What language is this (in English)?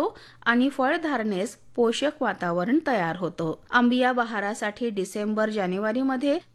Marathi